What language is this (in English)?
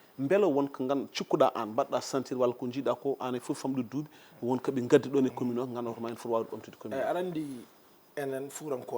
Fula